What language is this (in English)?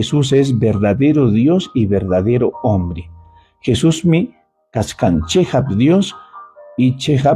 Ayacucho Quechua